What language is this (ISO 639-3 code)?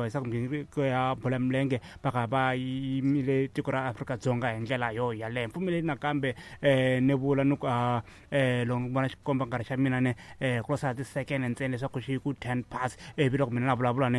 tso